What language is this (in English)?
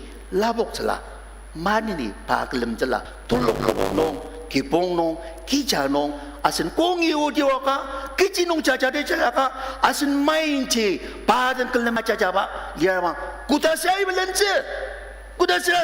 Ao Naga